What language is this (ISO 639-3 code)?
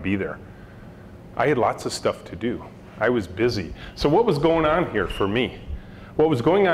eng